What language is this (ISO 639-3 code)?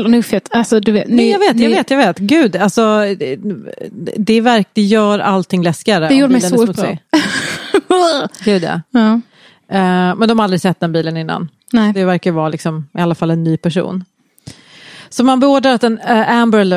swe